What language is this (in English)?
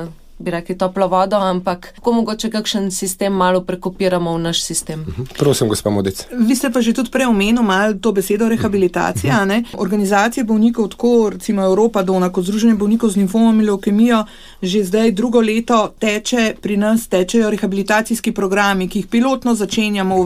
Slovenian